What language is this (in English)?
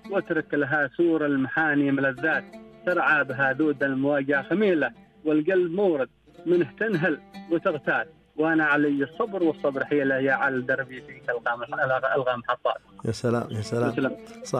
Najdi Arabic